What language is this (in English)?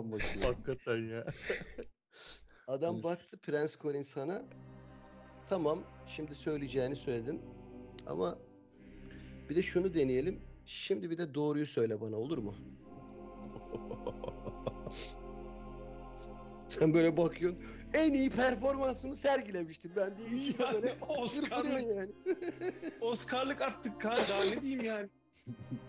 Turkish